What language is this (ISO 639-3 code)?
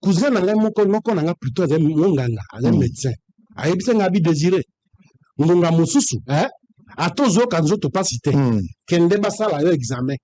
lin